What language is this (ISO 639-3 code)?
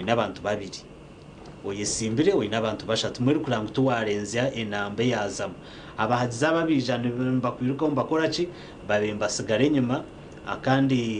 nyn